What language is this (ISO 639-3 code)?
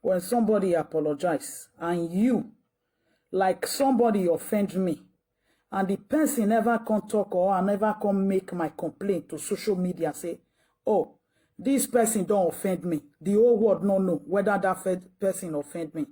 pcm